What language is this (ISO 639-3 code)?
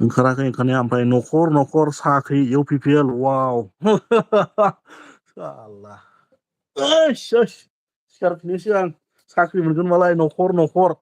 brx